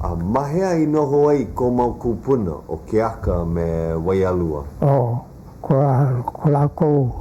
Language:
Hawaiian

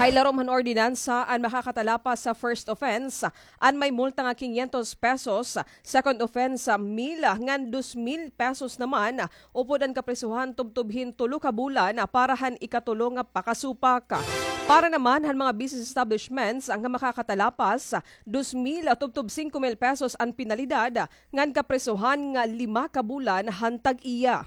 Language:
Waray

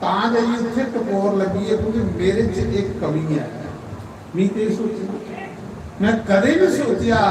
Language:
Dogri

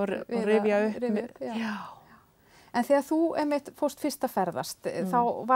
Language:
Icelandic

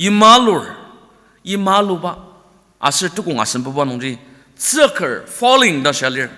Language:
Ao Naga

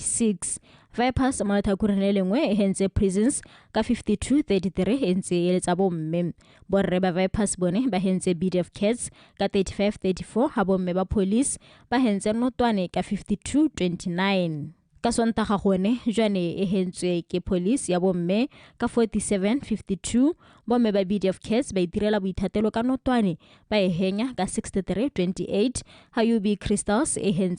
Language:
Tswana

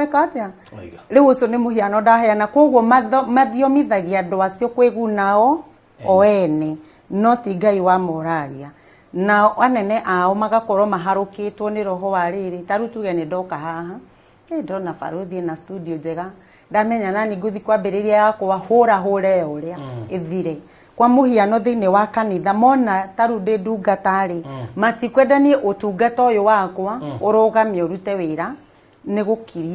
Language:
Kikuyu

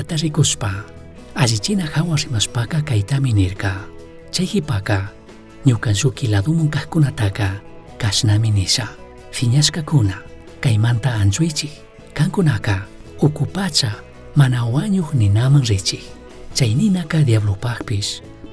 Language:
Chimborazo Highland Quichua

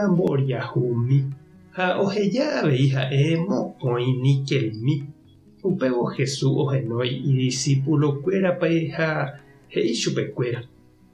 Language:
Guarani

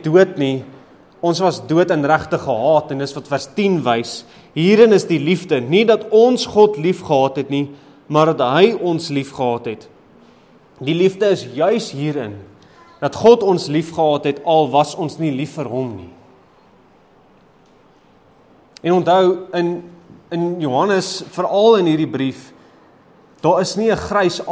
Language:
Afrikaans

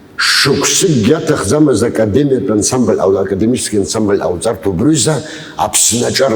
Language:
Abkhazian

